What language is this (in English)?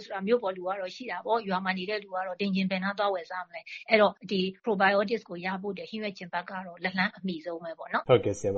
Burmese